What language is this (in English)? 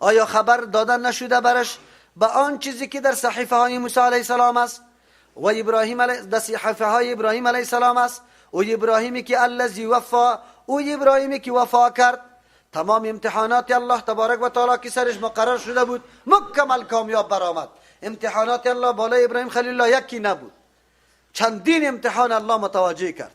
Persian